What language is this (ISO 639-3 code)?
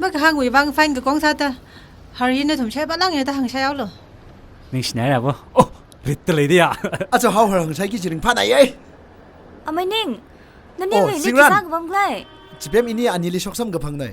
nmf